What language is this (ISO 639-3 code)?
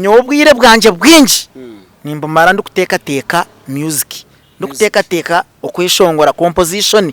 nyn